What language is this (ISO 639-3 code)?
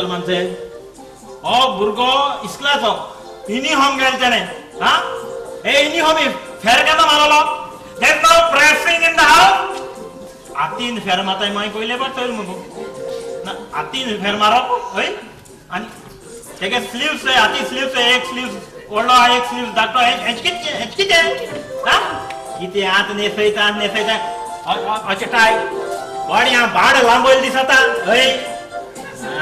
kok